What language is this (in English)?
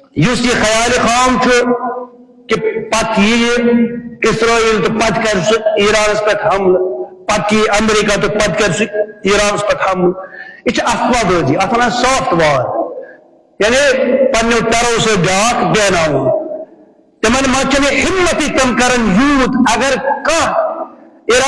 Kashmiri